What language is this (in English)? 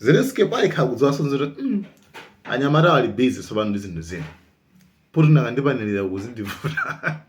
Nyanja